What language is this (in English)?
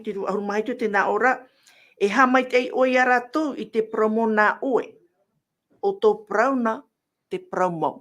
Tahitian